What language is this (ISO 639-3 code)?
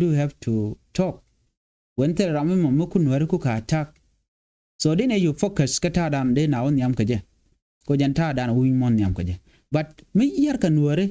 nus